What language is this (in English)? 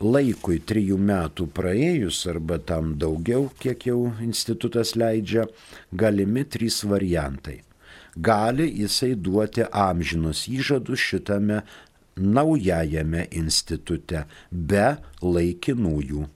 Lithuanian